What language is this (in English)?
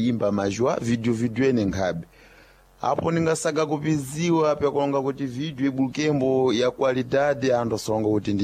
Sena